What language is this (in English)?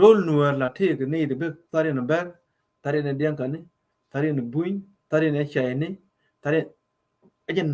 Nuer